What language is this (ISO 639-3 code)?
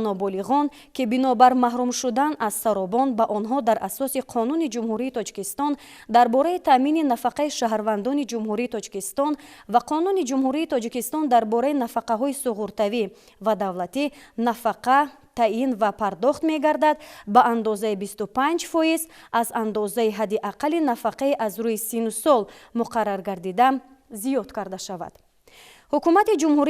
tgk